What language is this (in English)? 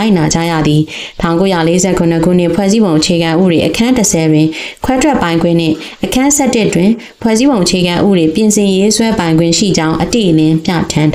Burmese